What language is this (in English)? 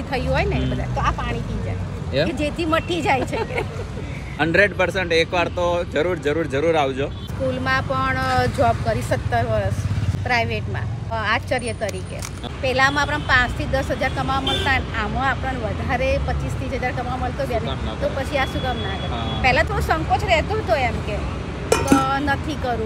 Gujarati